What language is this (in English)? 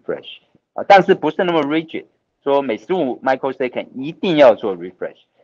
Chinese